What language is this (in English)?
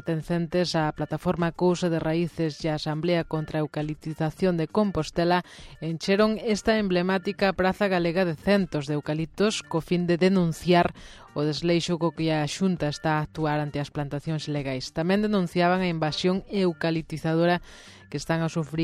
Galician